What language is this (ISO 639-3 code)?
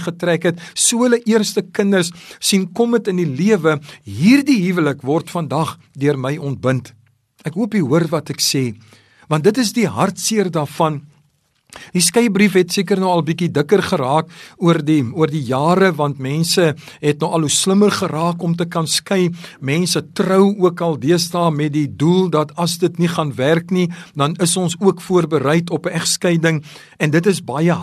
afr